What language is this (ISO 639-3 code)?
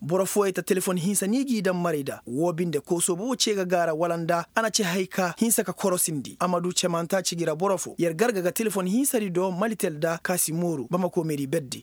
ses